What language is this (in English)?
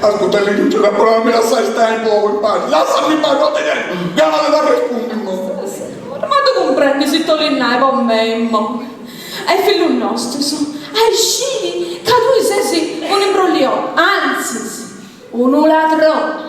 Sardinian